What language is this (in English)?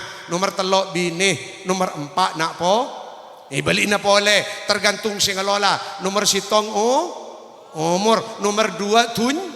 Madurese